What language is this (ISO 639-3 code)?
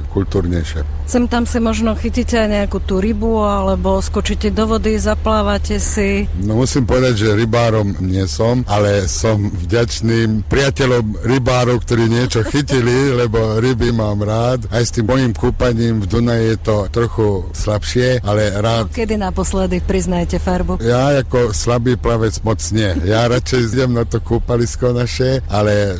slk